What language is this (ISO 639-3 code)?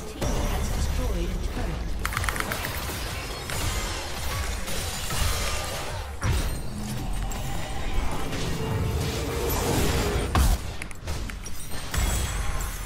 zho